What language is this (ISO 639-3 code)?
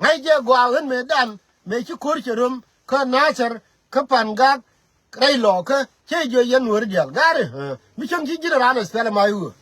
nus